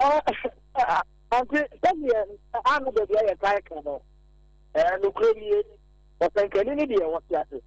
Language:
Akan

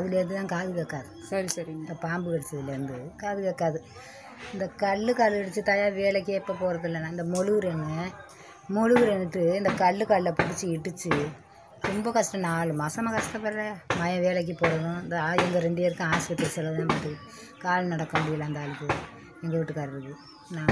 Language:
Tamil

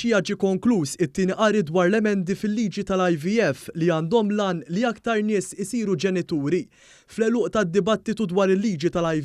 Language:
Maltese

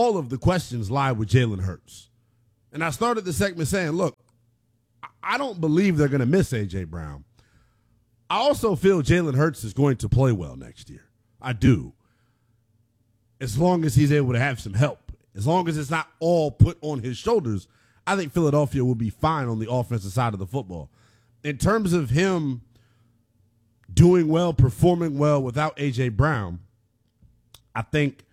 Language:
English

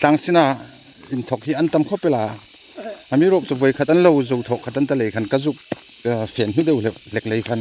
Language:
Hmar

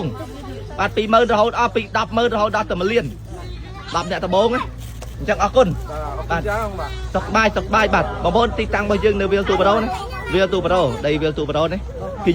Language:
Khmer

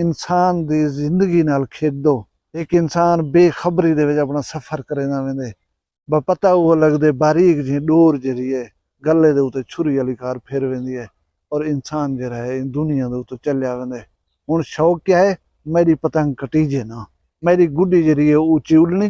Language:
Saraiki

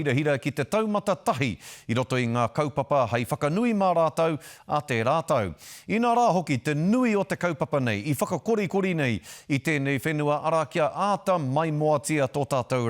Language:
Māori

